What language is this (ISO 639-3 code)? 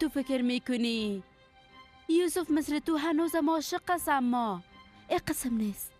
fas